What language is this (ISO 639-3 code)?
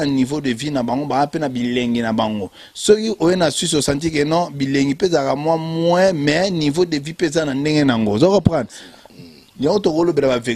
lin